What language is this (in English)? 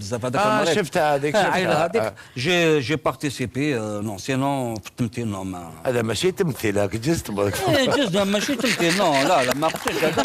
Algerian Arabic